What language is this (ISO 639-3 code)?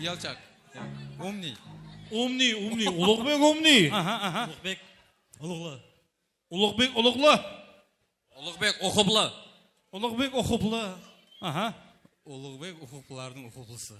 kaa